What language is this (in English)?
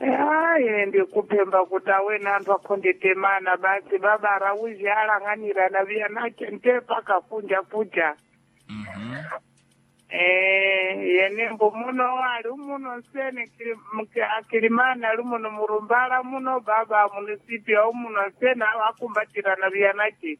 Sena